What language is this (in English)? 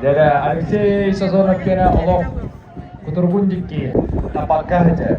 Yakut